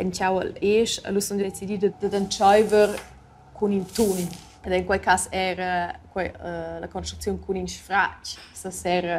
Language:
Romansh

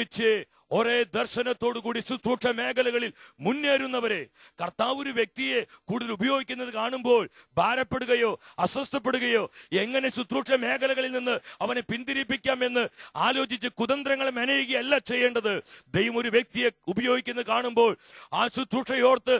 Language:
Malayalam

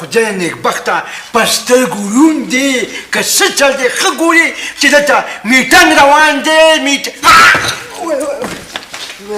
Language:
Pashto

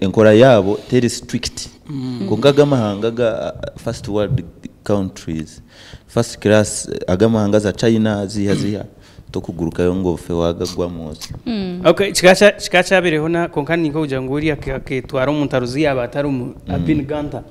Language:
Nyankole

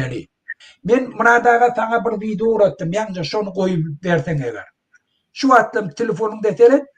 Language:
Turkmen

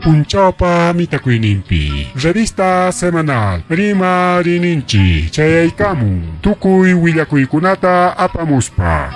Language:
Ayacucho Quechua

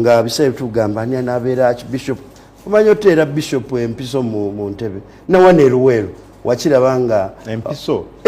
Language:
Ganda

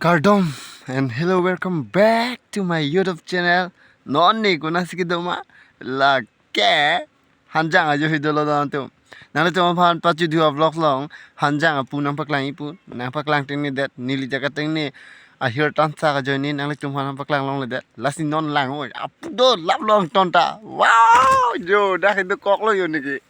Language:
Karbi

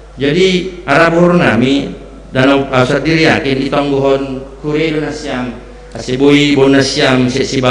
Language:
Batak Simalungun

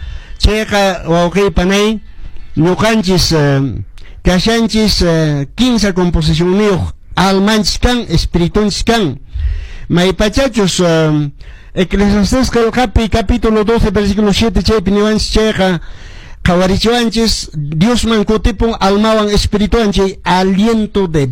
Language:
Quechua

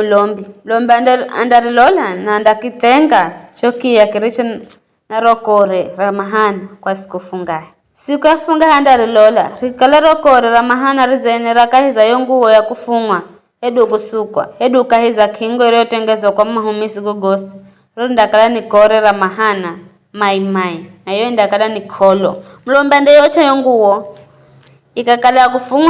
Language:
Giryama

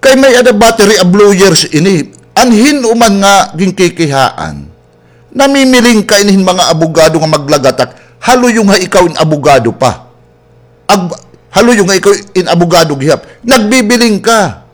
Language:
Waray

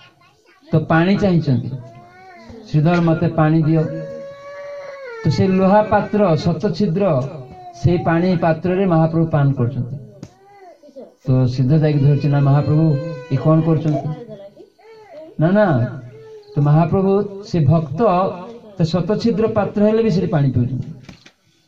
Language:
Odia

